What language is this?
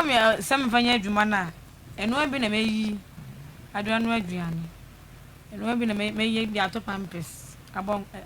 Akan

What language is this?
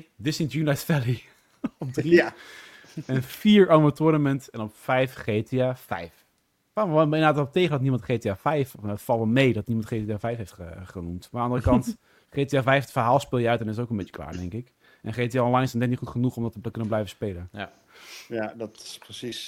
Dutch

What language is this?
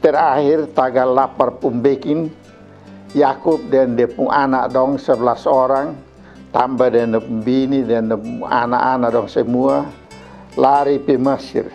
Kupang Malay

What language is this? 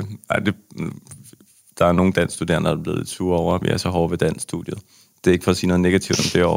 Danish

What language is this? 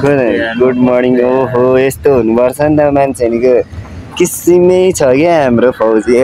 Nepali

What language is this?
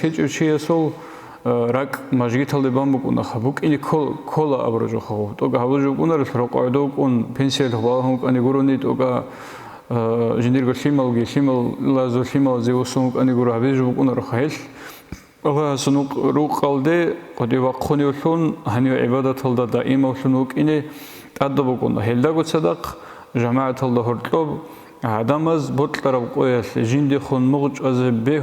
Avaric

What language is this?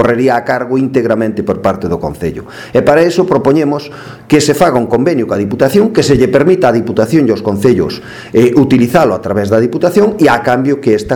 Galician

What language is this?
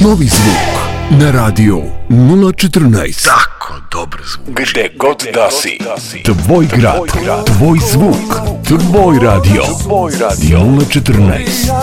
Serbian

